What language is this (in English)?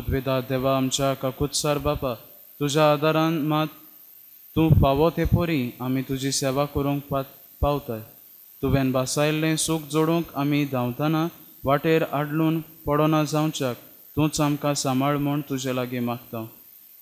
Konkani